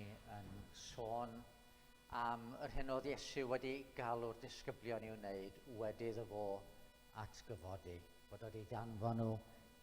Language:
Welsh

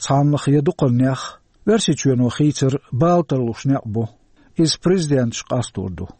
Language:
Chechen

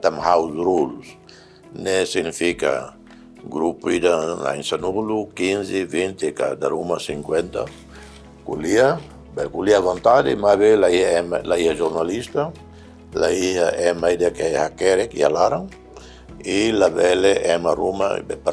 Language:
Tetum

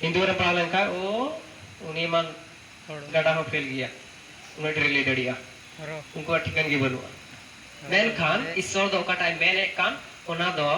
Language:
Santali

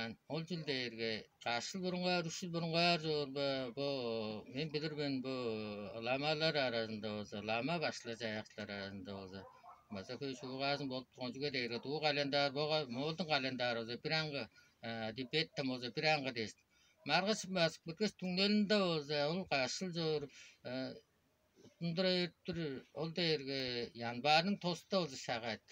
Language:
Tuvinian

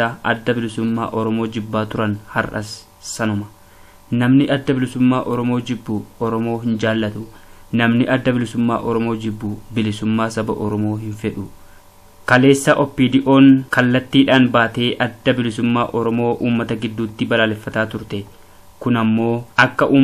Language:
Oromo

